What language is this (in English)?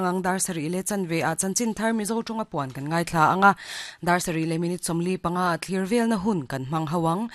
Mizo